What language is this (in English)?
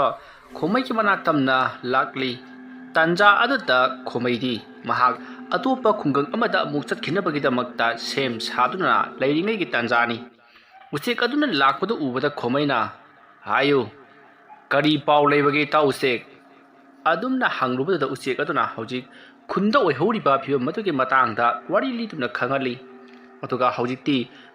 Manipuri